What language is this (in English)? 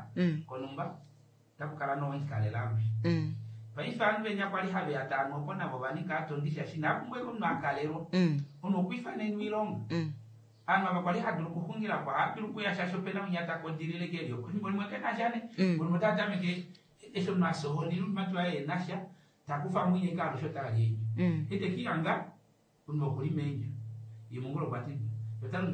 Kuanyama